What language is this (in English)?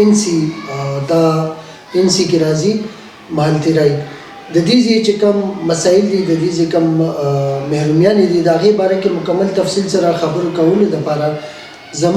Pashto